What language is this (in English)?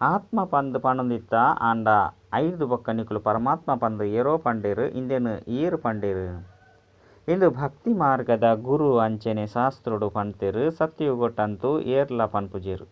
Tulu